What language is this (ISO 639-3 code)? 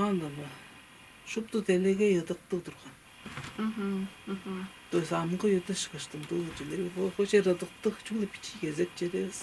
tyv